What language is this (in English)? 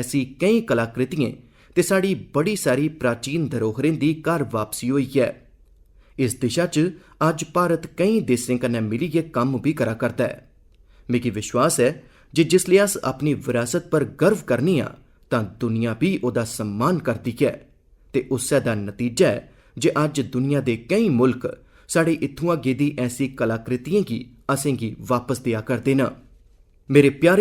Dogri